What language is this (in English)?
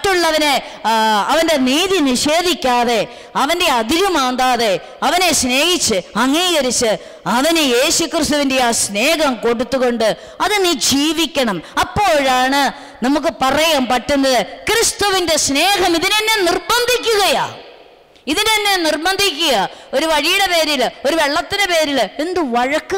Malayalam